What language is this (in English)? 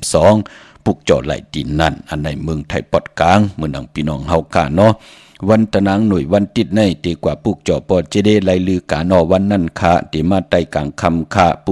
Shan